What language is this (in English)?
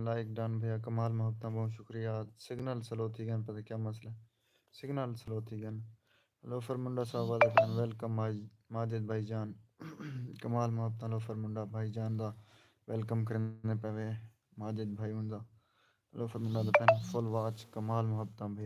Saraiki